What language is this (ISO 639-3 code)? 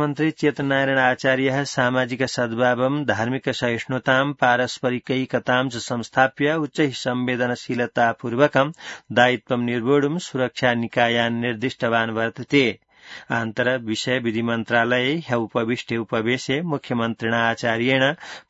san